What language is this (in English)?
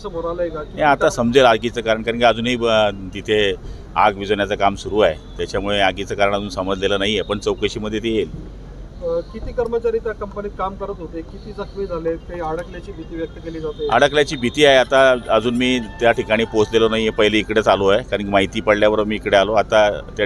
Marathi